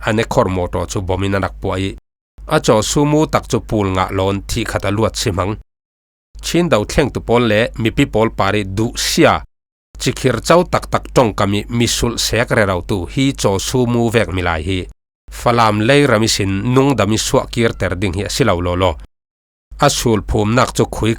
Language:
Falam Chin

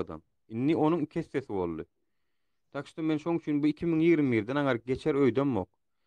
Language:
Turkmen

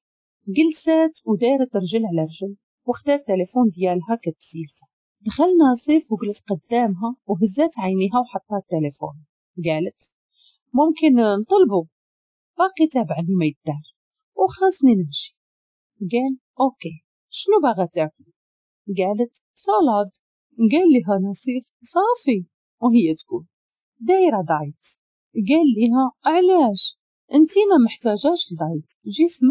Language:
Moroccan Arabic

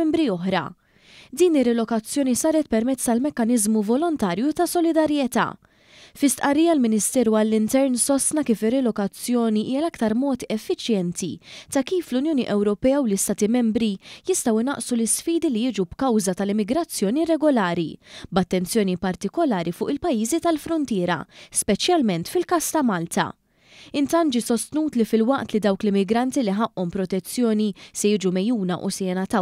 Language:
Maltese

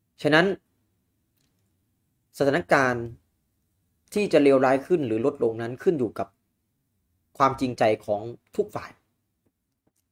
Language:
Thai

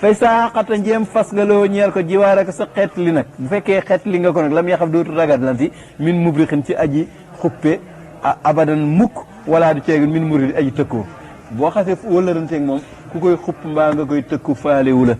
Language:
Wolof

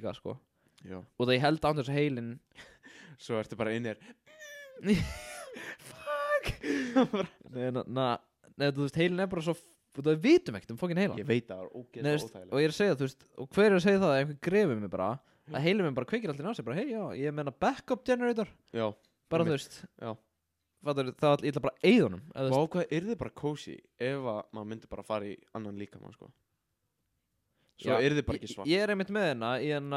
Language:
Icelandic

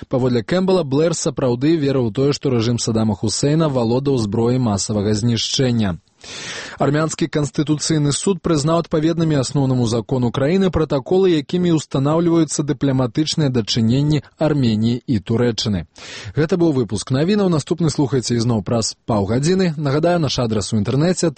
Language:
Belarusian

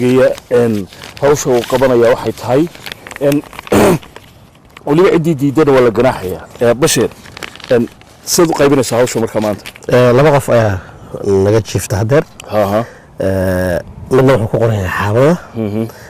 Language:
Somali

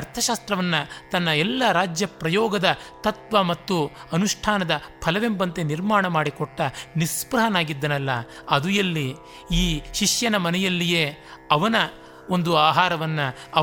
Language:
Kannada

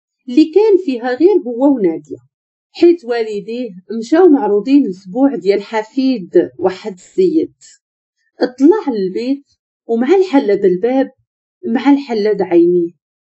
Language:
Moroccan Arabic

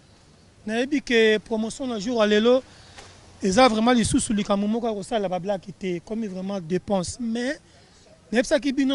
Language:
Lingala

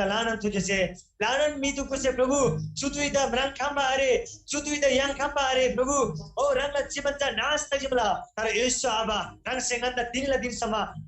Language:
Eastern Tamang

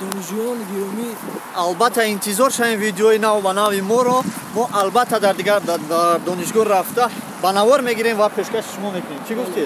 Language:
Tajik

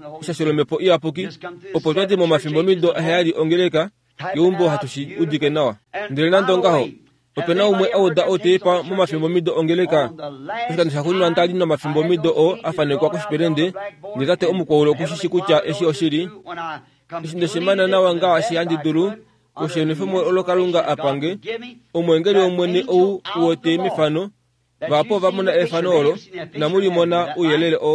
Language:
Kuanyama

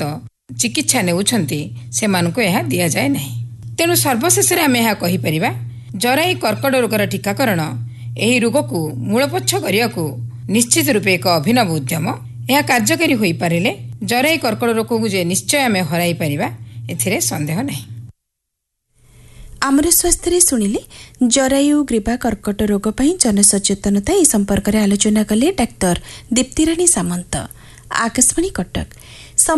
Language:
Odia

